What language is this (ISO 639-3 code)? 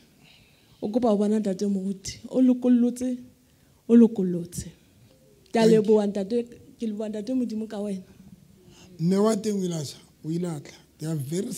sot